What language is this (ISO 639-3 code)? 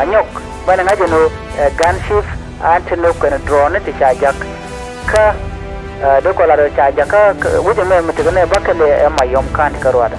nus